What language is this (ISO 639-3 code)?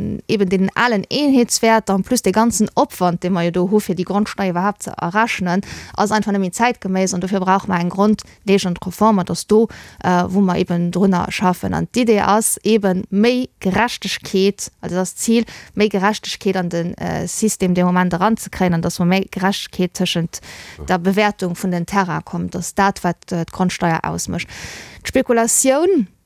ltz